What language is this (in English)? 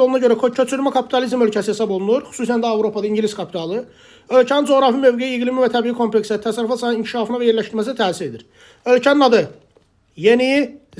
Azerbaijani